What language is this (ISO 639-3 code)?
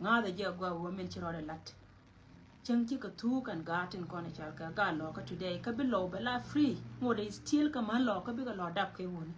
nus